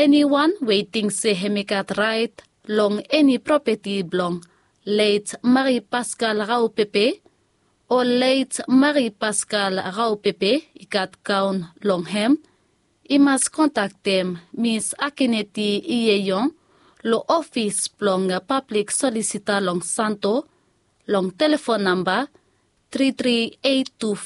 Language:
Bislama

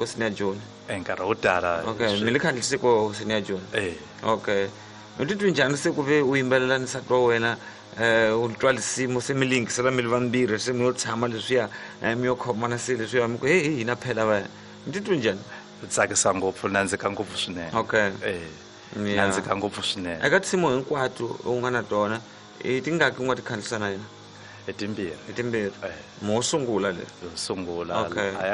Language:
Tsonga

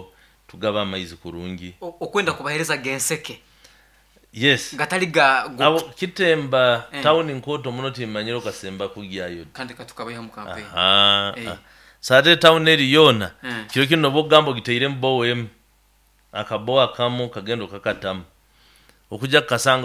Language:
Nyoro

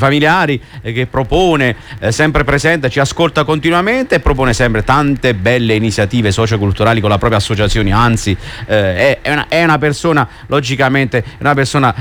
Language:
Italian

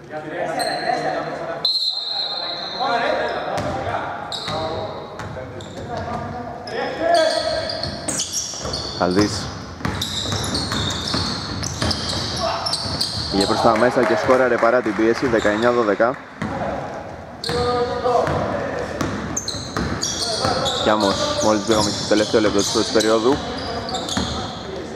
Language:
Greek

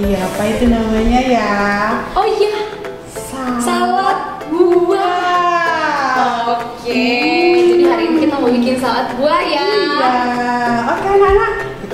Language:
Indonesian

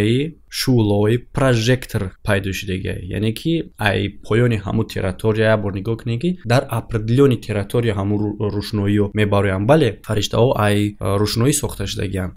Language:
Tajik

